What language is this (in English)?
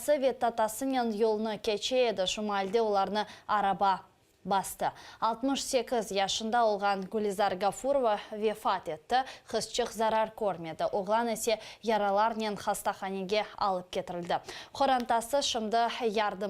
Crimean Tatar